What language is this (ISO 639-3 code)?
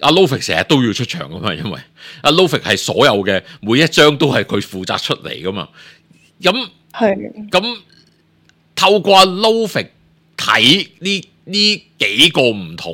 yue